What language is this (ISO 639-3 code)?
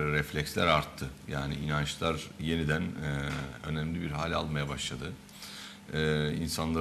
tur